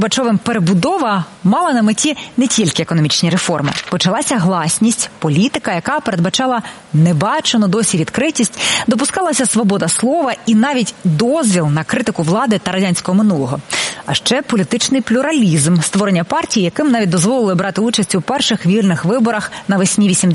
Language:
Ukrainian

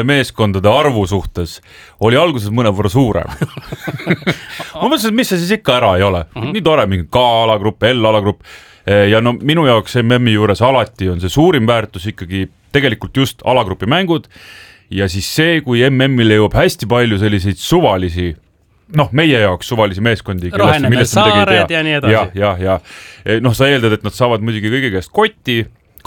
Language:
Estonian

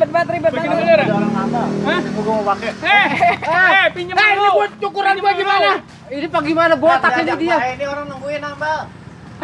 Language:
Betawi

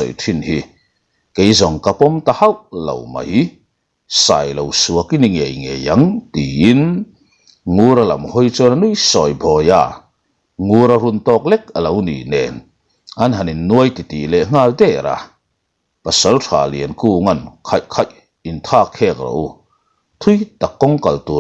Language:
Mizo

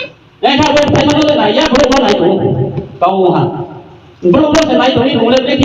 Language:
Riang (India)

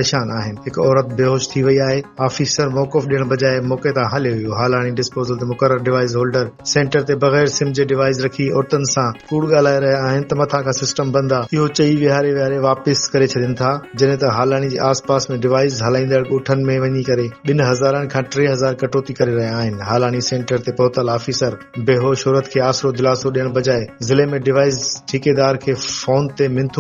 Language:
Sindhi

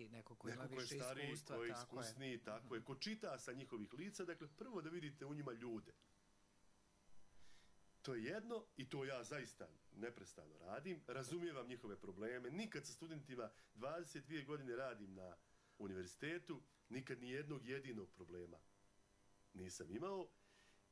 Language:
Bosnian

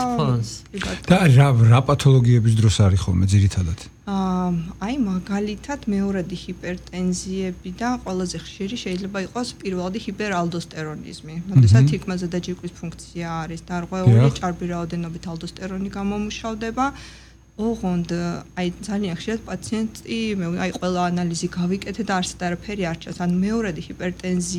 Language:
Georgian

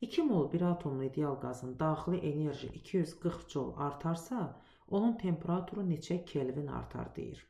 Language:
Azerbaijani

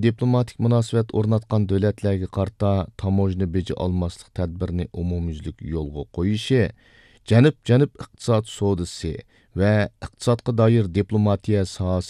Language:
Uyghur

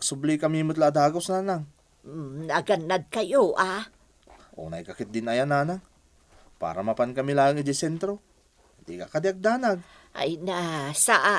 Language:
Iloko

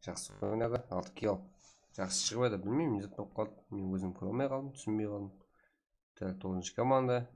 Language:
Kara-Kalpak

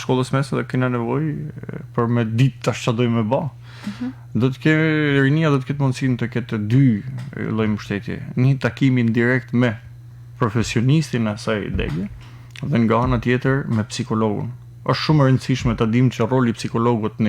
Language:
Albanian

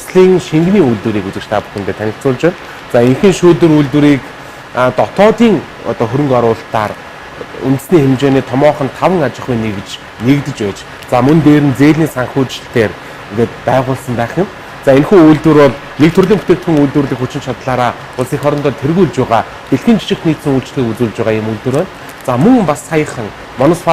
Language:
Mongolian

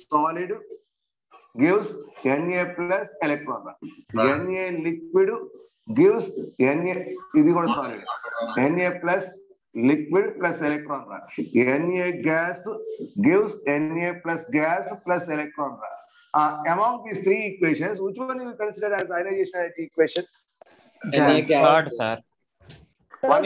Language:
Telugu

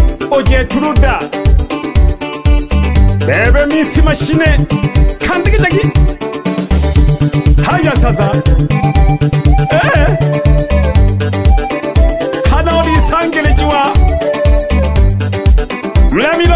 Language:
Swahili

